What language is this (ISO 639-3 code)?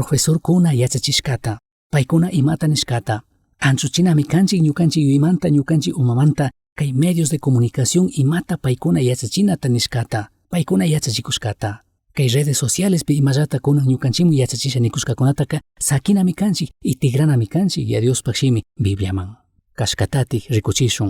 qug